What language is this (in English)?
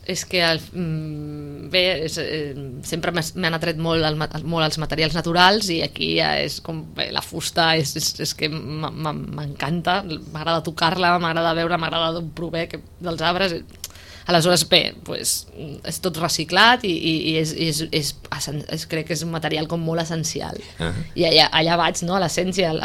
Catalan